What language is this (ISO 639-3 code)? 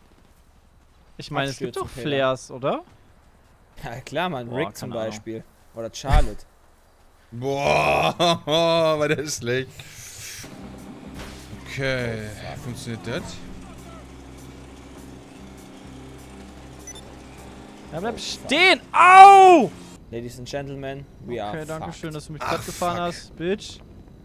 deu